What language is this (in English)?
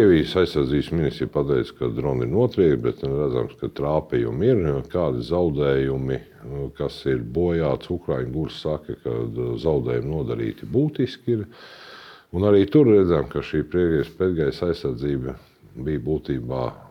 Latvian